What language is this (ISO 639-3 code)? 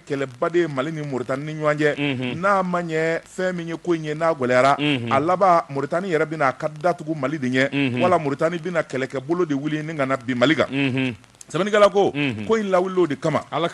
bam